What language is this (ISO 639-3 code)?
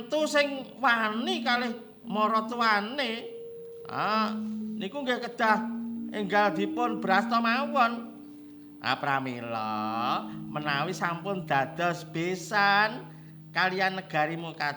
jav